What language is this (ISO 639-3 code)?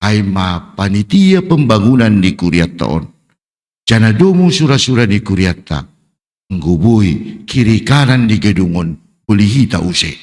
bts